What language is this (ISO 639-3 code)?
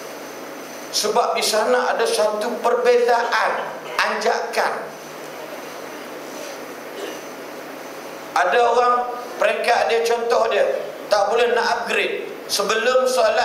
msa